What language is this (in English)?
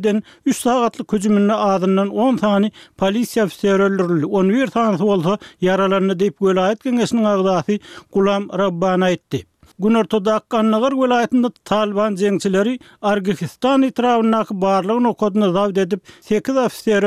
Turkmen